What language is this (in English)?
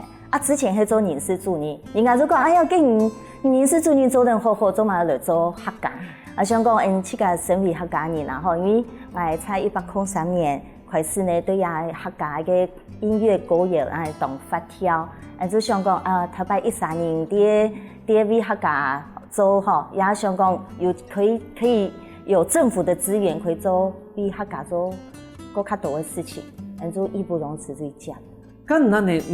Hakka Chinese